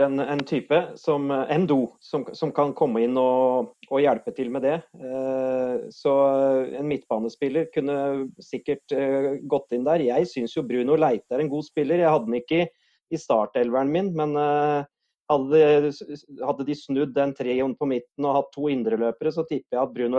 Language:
Norwegian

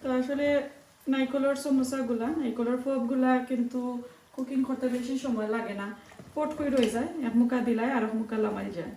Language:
Sylheti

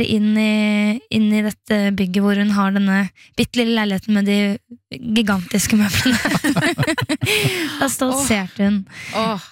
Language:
Norwegian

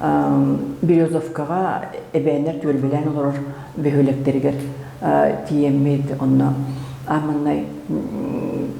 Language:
Yakut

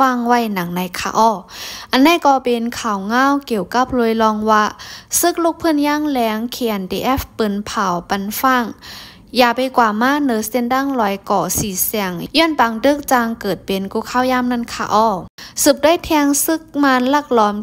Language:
Shan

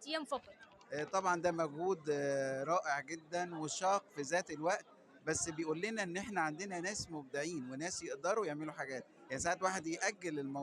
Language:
Egyptian Arabic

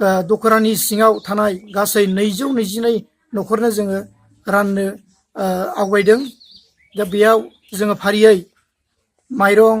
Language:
Bodo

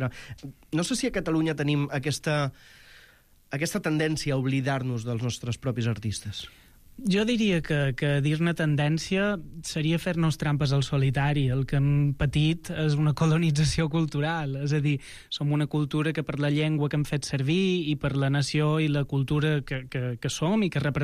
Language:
Catalan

